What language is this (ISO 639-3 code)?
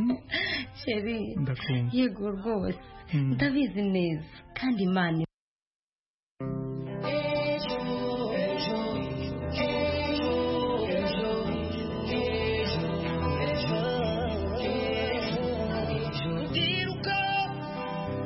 kin